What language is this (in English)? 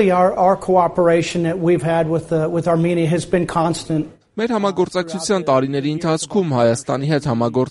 Armenian